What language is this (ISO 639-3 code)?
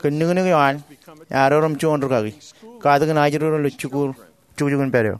mah